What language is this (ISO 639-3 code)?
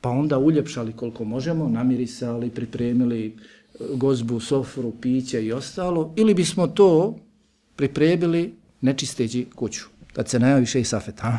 bos